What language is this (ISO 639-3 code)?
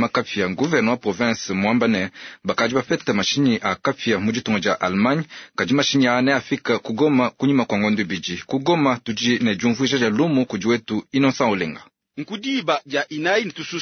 lua